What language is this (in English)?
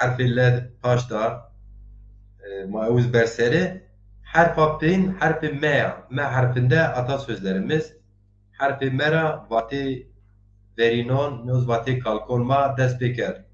Zaza